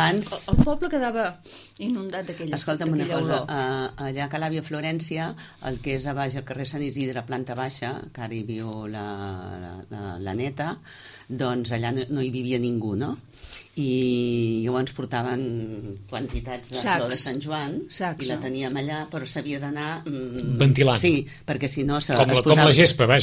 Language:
Catalan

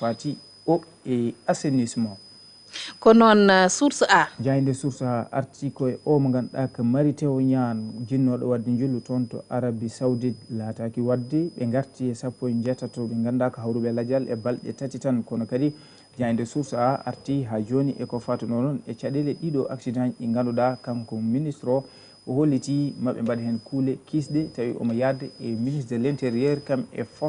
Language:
Fula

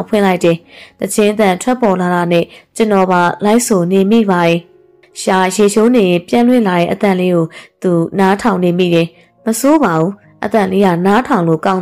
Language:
Burmese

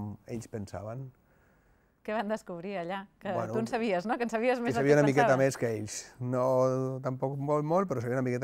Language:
Catalan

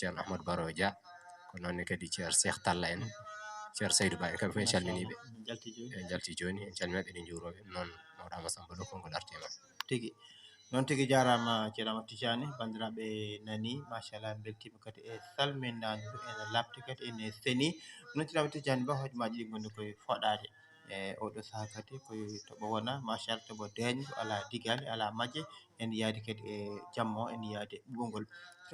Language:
Fula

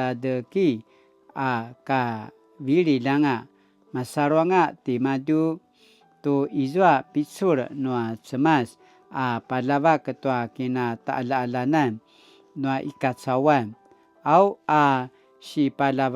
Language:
Paiwan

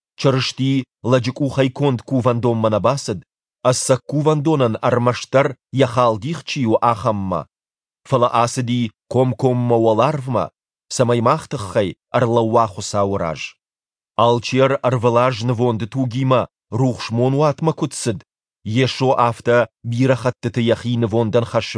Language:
Ossetic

